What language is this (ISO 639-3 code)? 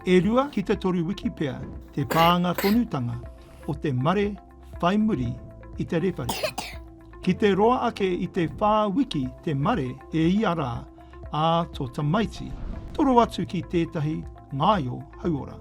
mri